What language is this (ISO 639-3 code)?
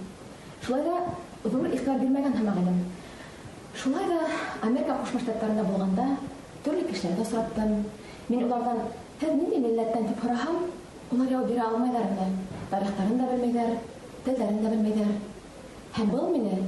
bak